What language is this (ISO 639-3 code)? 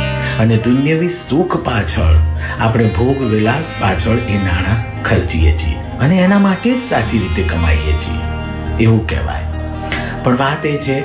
guj